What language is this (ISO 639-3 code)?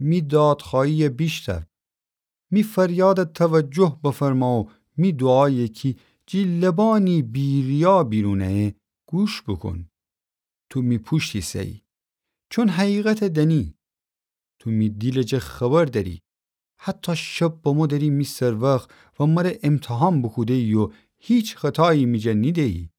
glk